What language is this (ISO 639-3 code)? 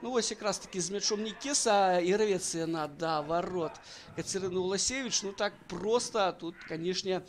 bel